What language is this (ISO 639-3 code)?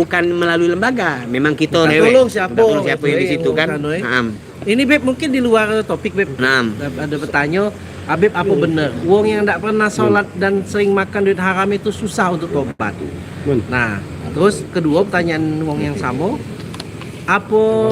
mui